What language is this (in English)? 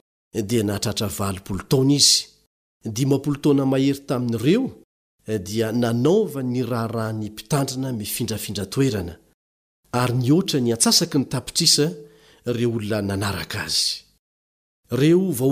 Malagasy